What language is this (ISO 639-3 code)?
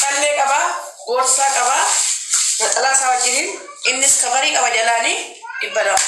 orm